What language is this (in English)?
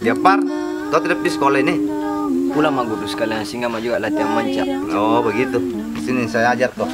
Makassar Malay